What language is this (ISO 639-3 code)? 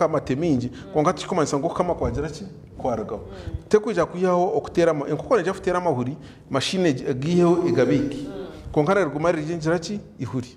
nyn